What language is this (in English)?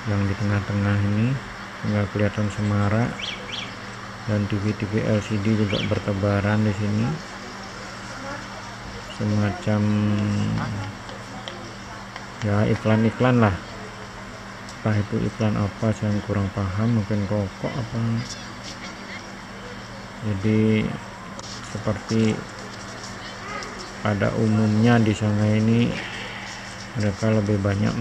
Indonesian